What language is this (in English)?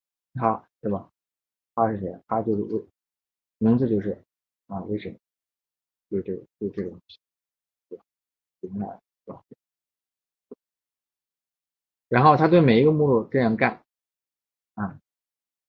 Chinese